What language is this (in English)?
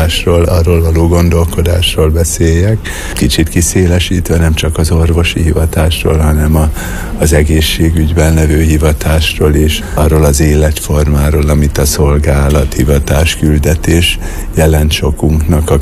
Hungarian